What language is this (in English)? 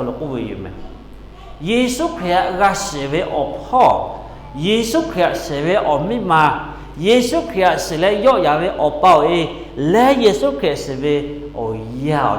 Lahu